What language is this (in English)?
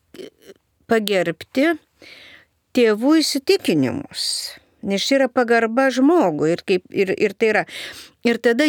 Lithuanian